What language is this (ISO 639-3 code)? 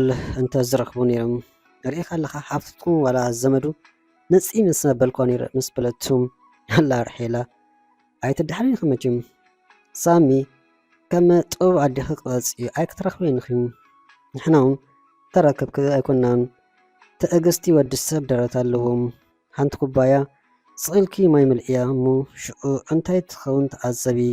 tir